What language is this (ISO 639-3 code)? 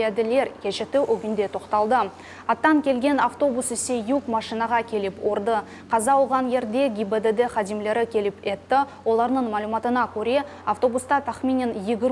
crh